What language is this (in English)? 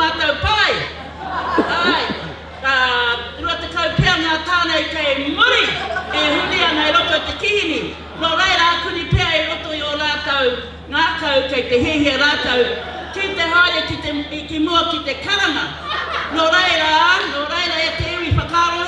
Māori